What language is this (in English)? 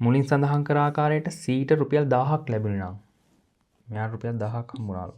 Sinhala